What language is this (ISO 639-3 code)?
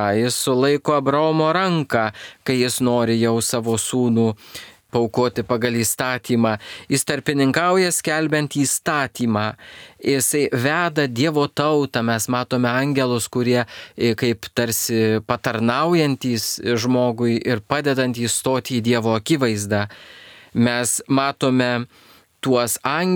lit